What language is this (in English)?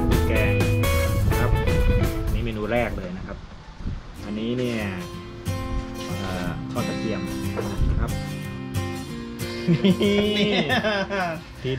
Thai